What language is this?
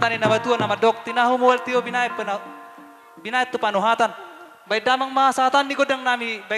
Batak Toba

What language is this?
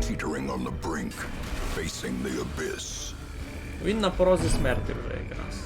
Rusyn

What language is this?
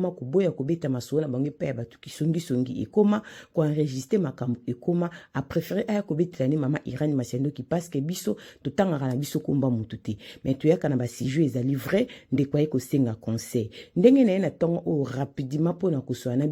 Lingala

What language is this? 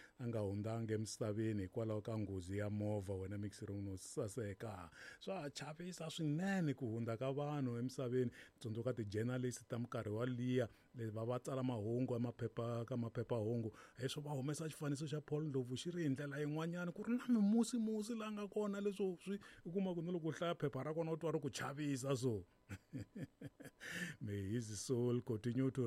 Tsonga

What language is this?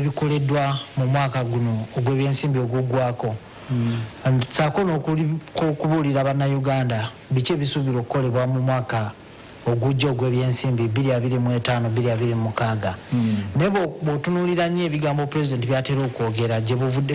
Ganda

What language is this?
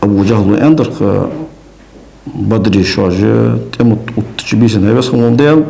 Ingush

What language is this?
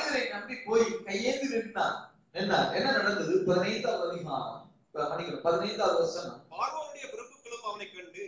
Tamil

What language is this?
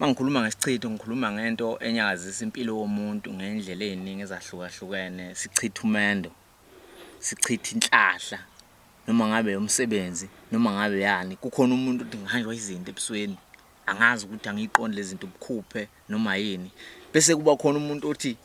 Zulu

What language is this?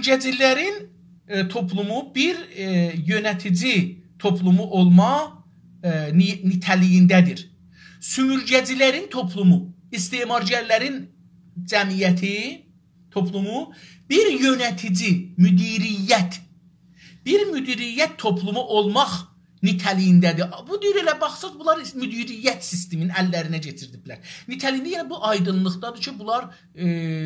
South Azerbaijani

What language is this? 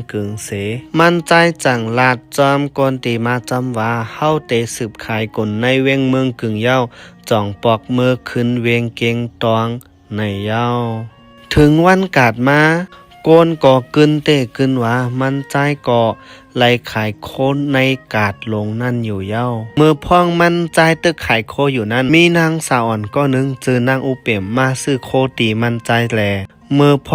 Shan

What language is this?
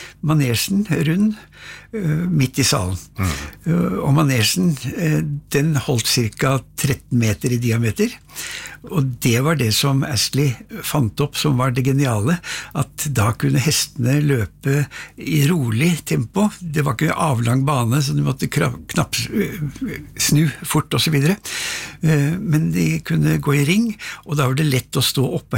Norwegian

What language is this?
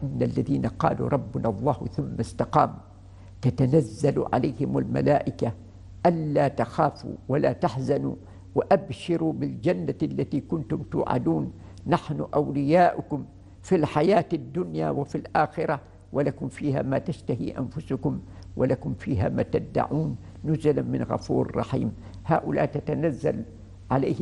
Arabic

